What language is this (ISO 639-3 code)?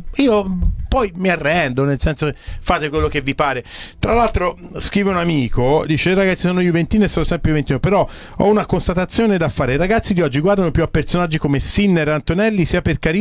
ita